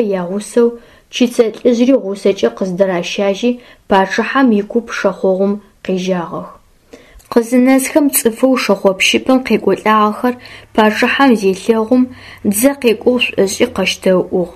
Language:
Adyghe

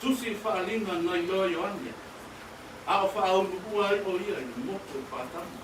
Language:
Samoan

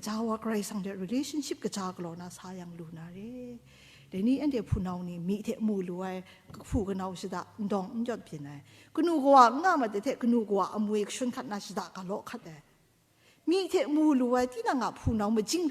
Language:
Kachin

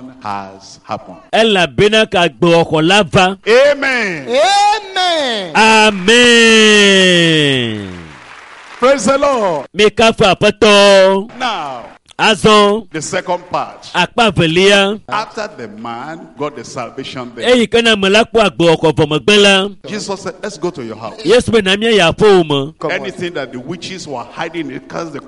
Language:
Ewe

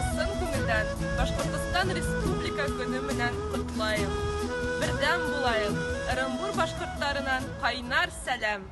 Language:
Bashkir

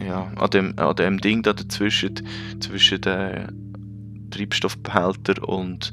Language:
Swiss German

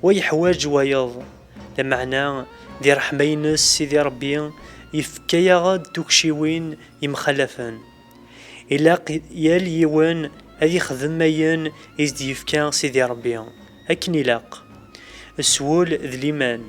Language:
Kabyle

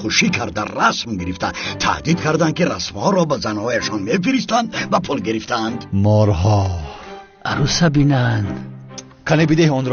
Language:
Tajik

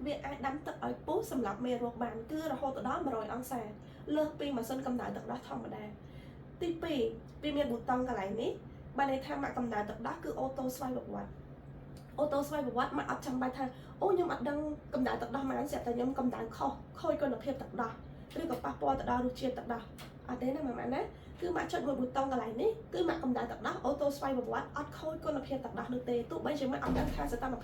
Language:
Khmer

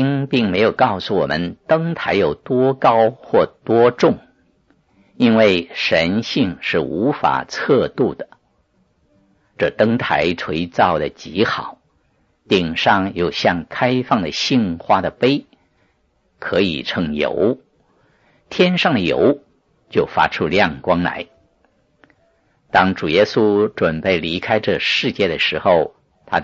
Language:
Chinese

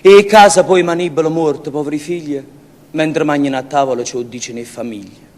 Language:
Neapolitan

